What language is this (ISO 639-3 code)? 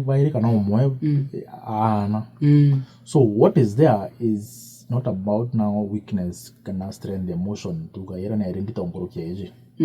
mer